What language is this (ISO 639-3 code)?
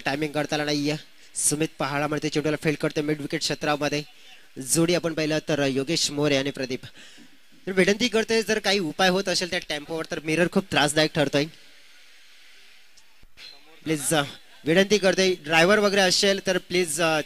mar